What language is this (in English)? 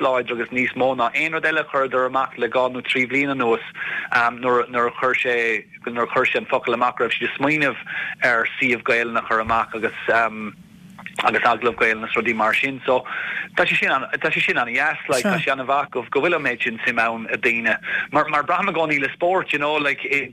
Irish